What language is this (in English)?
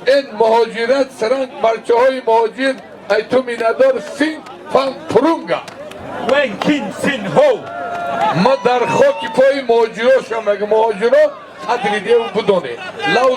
Tajik